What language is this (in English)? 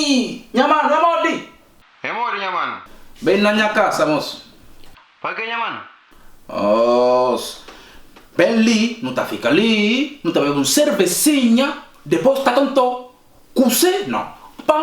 Kabuverdianu